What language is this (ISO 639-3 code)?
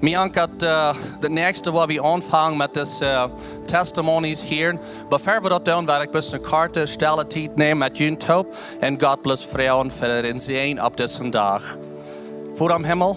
pdt